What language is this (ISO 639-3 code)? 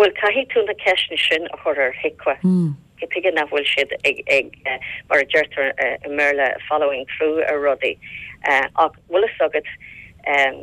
gle